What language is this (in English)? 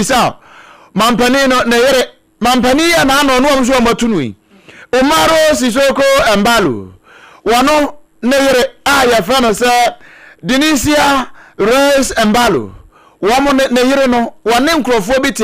Akan